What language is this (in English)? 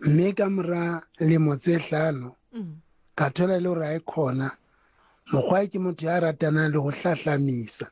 Southern Sotho